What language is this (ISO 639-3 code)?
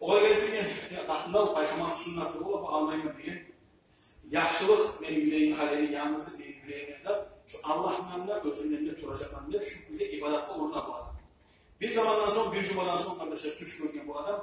kum